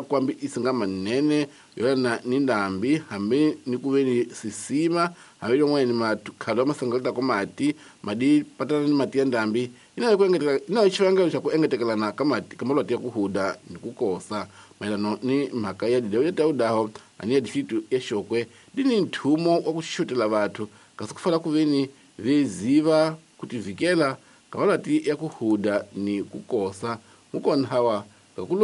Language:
Tsonga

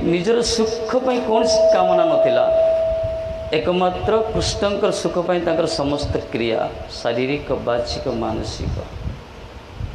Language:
Odia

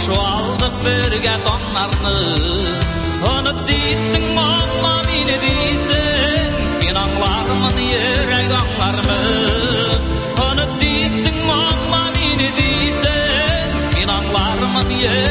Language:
Tatar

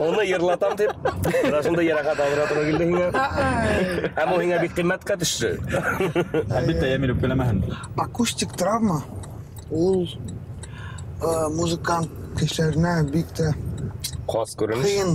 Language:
Bashkir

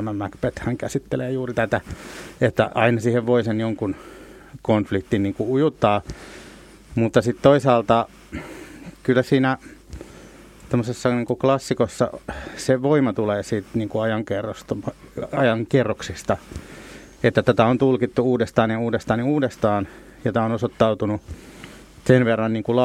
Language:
Finnish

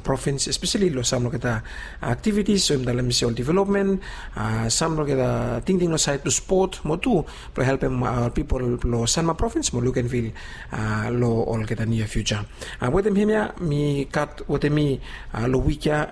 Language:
Bislama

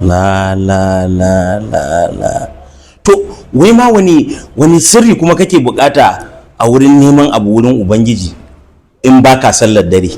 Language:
Hausa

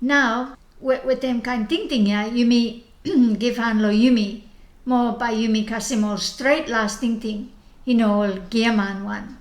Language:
Bislama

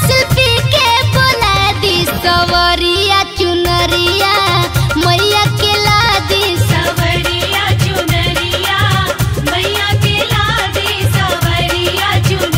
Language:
Bhojpuri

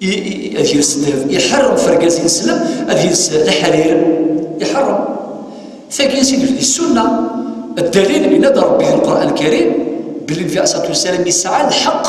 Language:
Kabyle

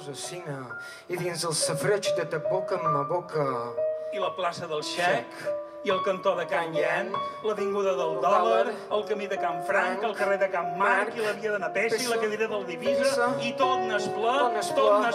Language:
Catalan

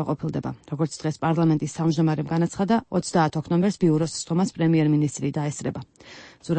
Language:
Georgian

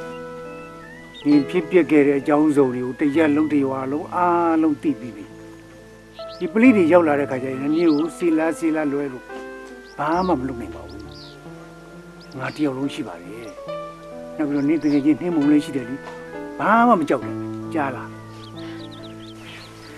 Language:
Burmese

